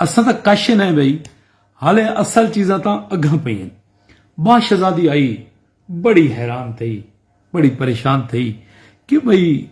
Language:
Saraiki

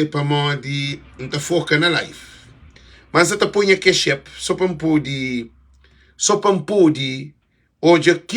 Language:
Kabuverdianu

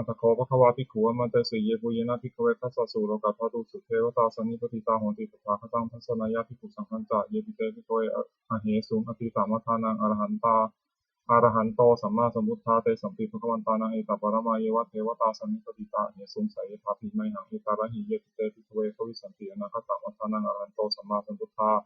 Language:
Pali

